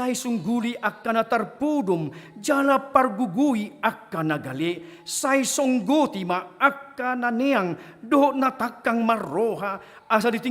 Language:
Batak Toba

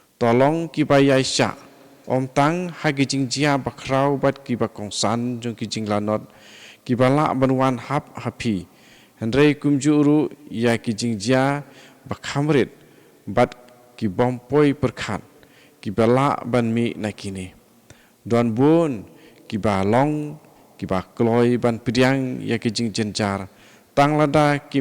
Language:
Khasi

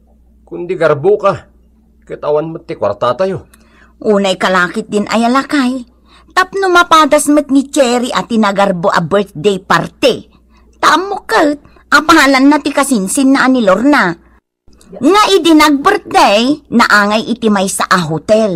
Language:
Iloko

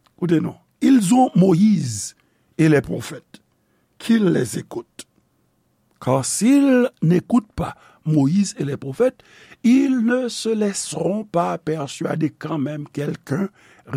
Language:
Haitian Creole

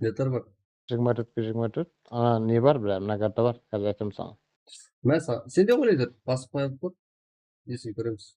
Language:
Kara-Kalpak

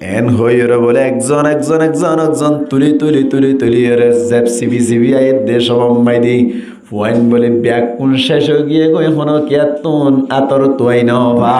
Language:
Rohingya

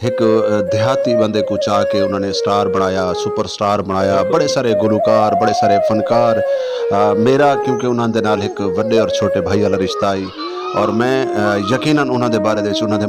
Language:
Saraiki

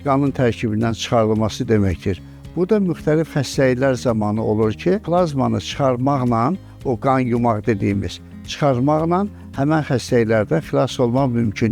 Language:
Azerbaijani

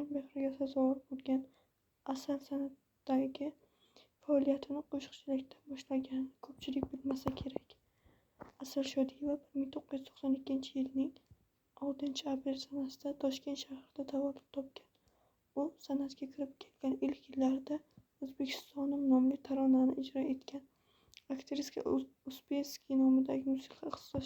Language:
Uzbek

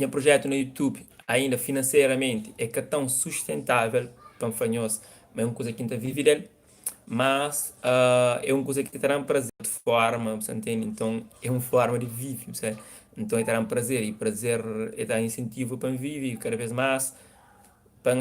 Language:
Kabuverdianu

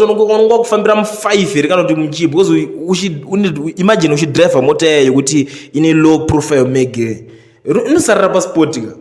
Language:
Shona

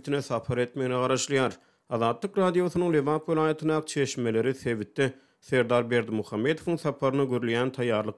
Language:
Turkmen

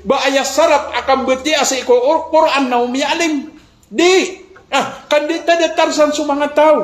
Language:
Maranao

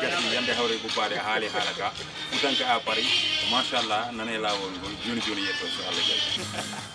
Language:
Fula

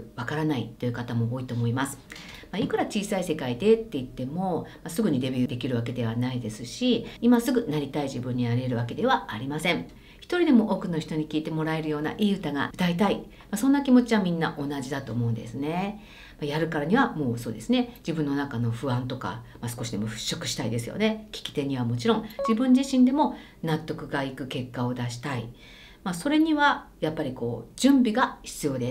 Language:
Japanese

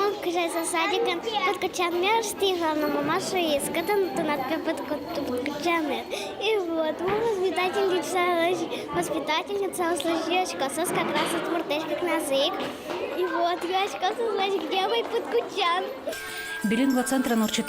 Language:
Udmurt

